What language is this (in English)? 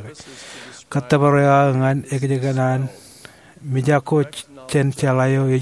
Marshallese